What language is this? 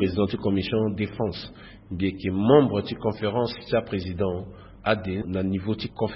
Sango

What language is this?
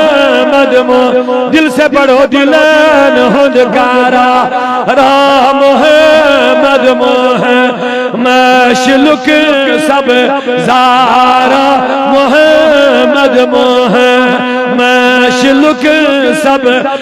Kashmiri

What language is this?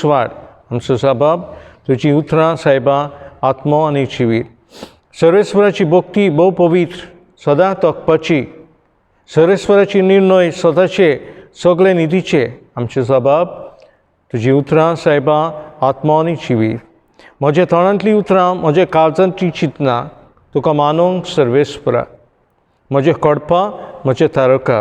Konkani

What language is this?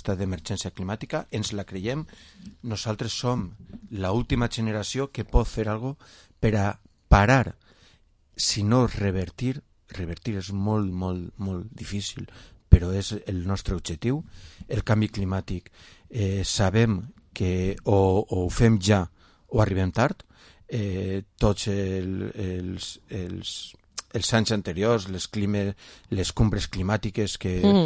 Catalan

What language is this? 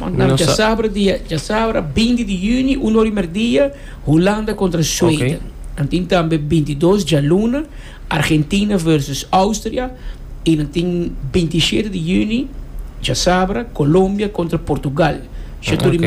Papiamento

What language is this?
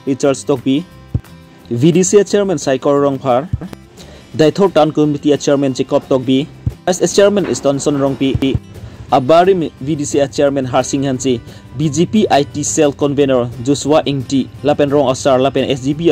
Karbi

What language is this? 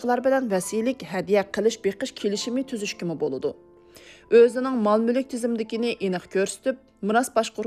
Uyghur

